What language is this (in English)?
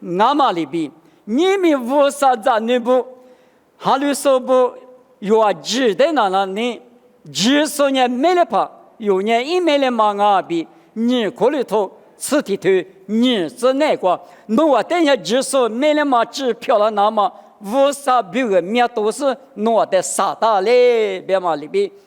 Lisu